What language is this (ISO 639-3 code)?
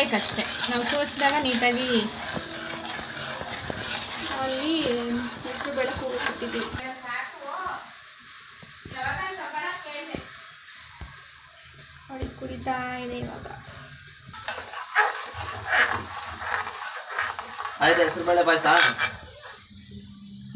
kan